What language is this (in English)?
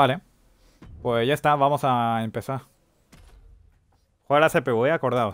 Spanish